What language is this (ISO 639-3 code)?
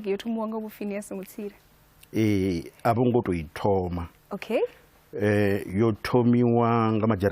ven